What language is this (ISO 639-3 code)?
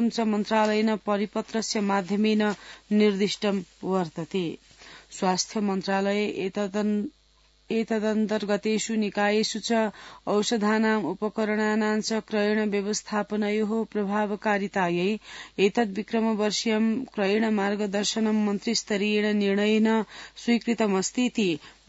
san